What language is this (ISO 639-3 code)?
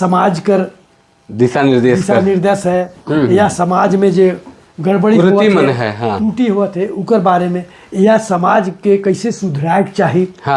sck